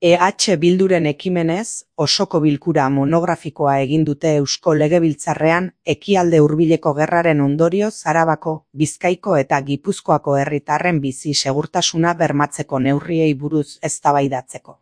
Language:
Basque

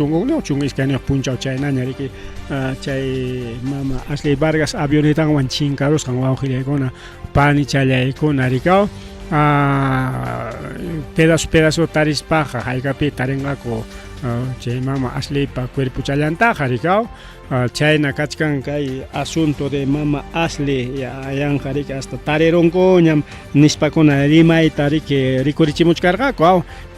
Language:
Ayacucho Quechua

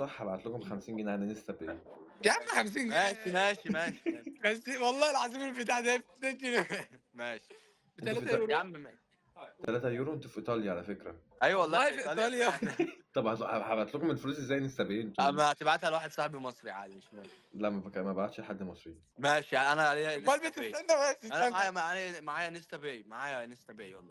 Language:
Egyptian Arabic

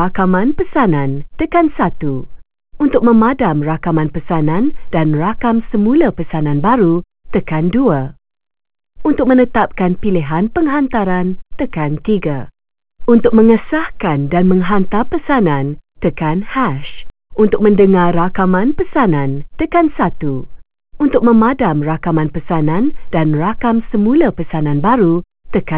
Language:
Malay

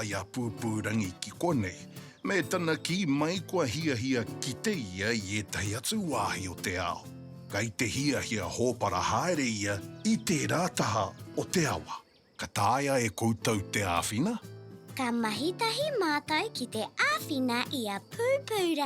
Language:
Māori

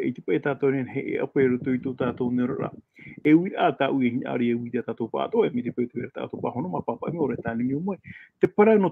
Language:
Tahitian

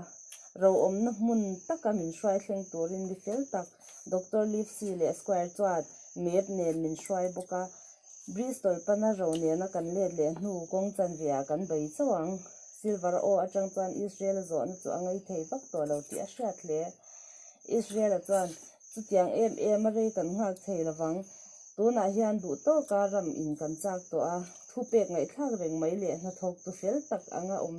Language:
Mizo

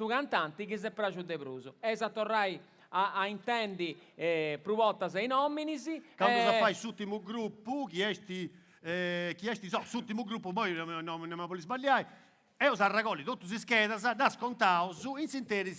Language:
Sardinian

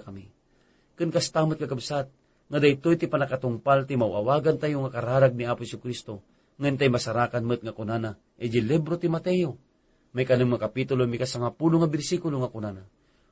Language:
Iloko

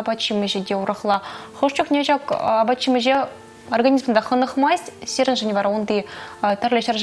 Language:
Chuvash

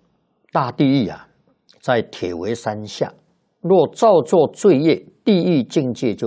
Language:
Chinese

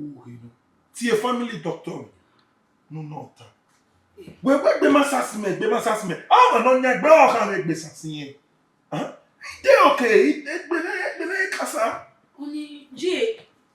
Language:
Bini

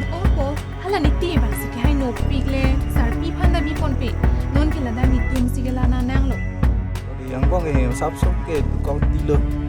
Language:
Karbi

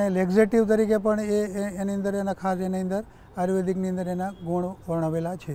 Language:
Gujarati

